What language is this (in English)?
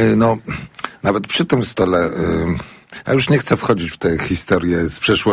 Polish